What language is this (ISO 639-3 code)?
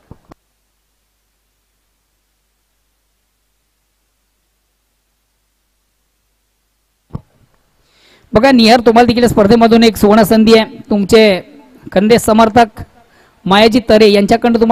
mar